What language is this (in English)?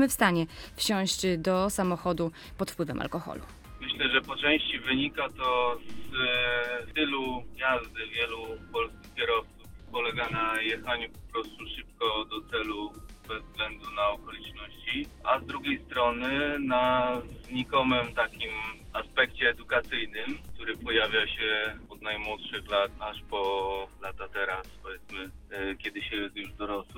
Polish